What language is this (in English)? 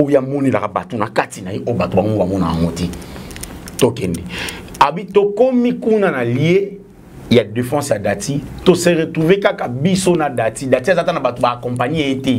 Lingala